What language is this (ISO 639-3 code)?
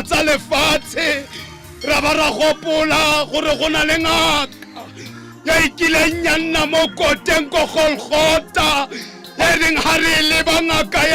tsn